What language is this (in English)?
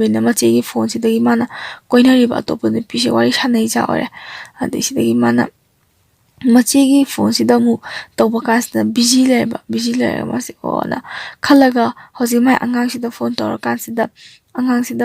Manipuri